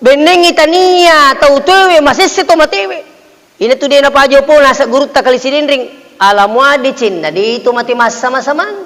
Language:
Buginese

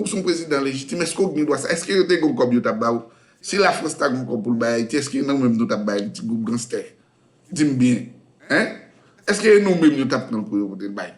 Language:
Haitian Creole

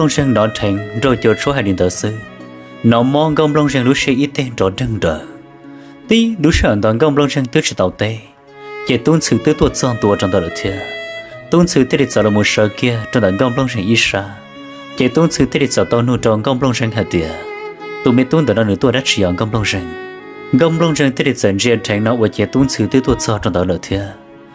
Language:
Hmong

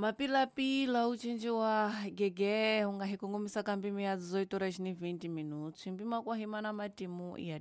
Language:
Tsonga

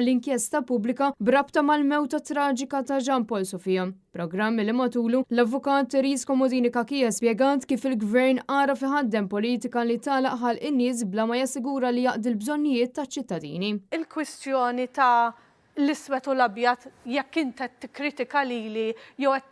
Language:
Maltese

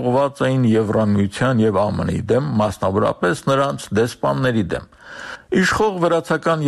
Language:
Armenian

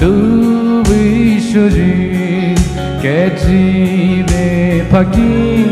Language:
Poumei Naga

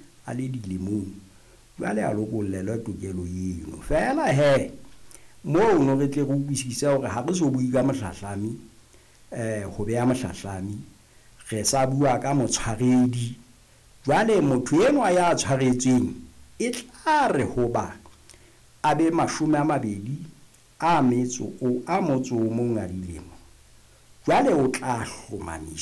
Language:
Southern Sotho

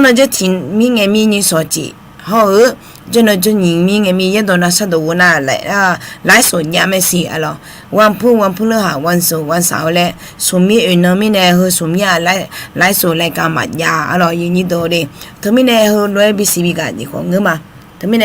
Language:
Akha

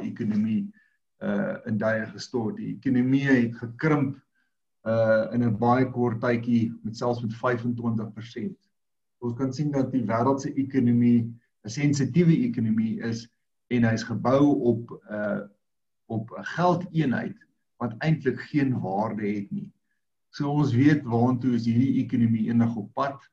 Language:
Afrikaans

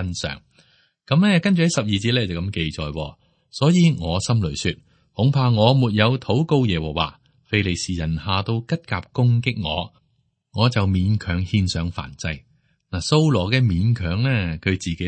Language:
Cantonese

